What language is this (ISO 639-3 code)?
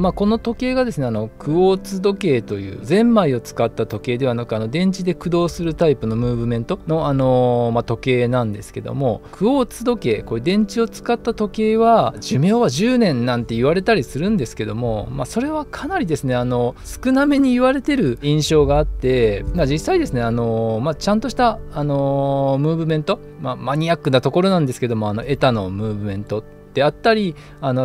jpn